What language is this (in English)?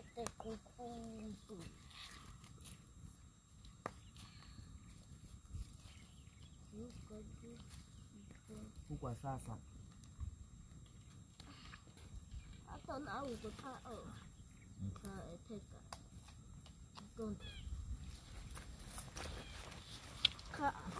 Swahili